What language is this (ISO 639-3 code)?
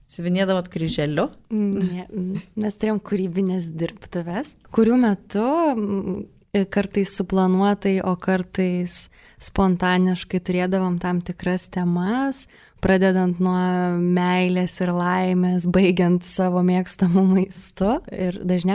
lit